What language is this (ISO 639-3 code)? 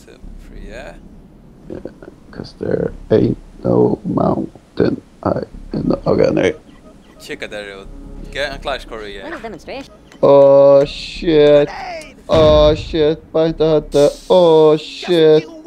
fao